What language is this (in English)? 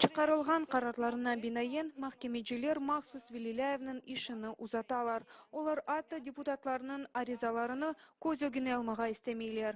Crimean Tatar